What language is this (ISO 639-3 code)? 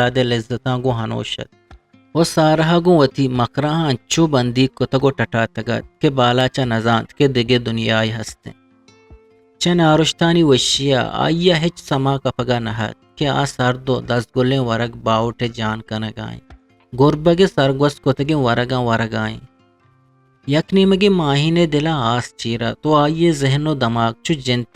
bgp